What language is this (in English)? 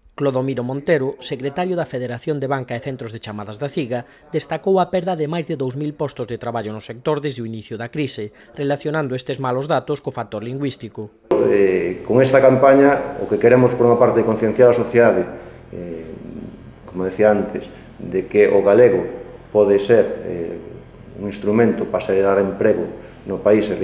Galician